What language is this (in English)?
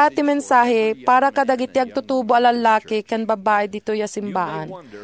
Iloko